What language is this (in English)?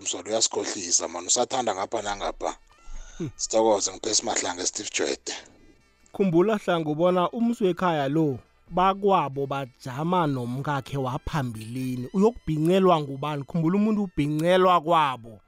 South Ndebele